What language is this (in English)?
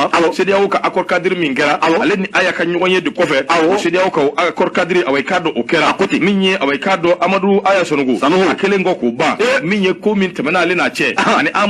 Bambara